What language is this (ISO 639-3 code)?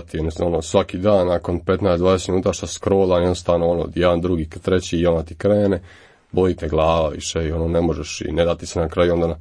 hrv